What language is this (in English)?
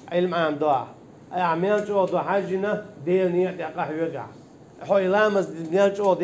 Chechen